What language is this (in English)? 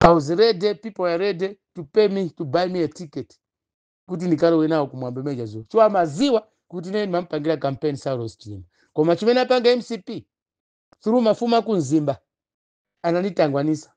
Nyanja